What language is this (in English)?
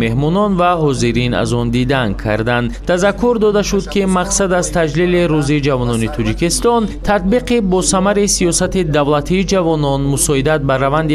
Tajik